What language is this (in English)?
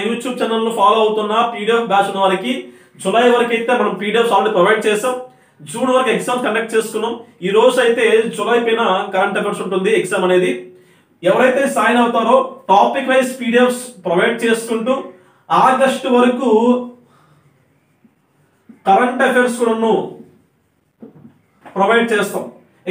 Telugu